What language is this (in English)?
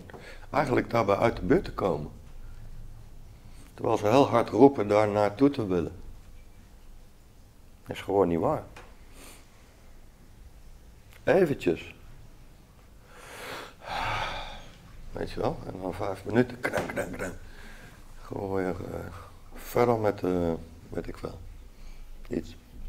Dutch